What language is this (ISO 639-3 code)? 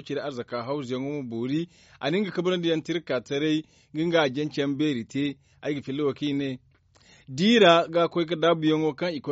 dje